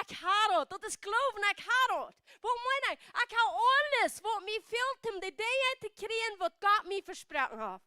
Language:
Plautdietsch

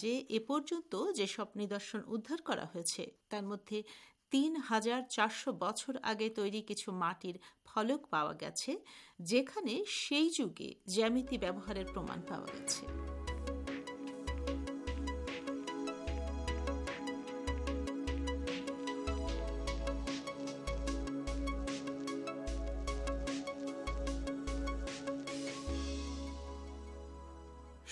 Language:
Bangla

